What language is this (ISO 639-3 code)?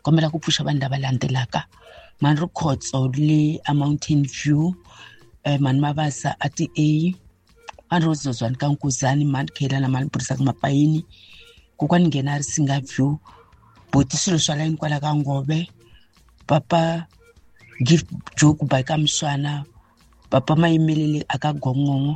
tso